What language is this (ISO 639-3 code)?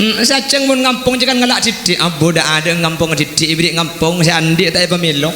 mad